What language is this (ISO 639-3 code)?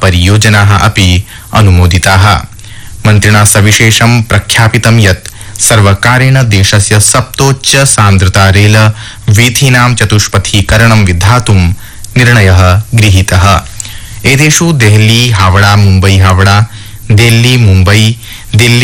san